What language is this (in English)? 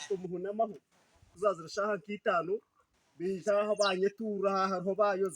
Nyankole